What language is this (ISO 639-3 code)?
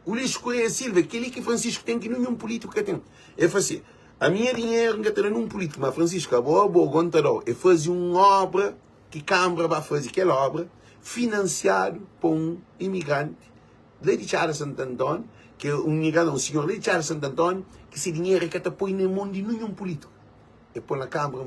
kea